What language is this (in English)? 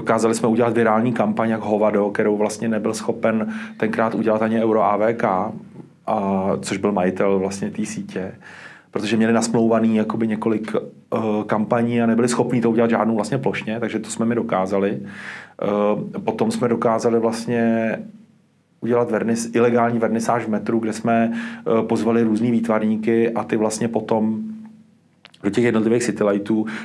Czech